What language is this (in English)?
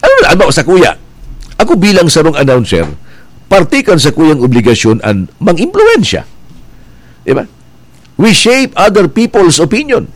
Bikol